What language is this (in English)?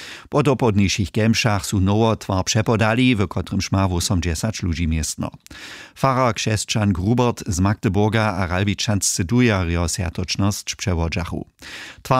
Upper Sorbian